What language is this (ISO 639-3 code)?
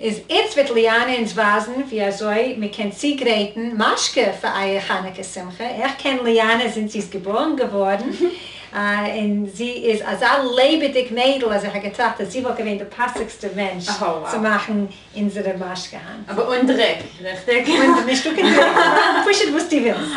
yid